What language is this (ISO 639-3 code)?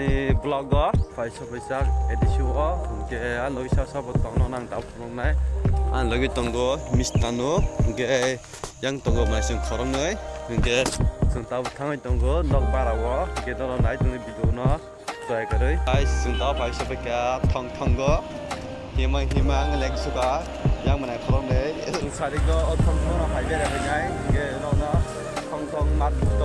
trp